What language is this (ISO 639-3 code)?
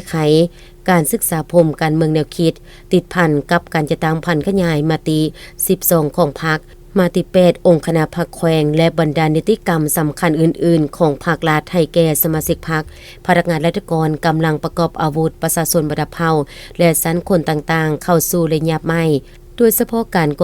lao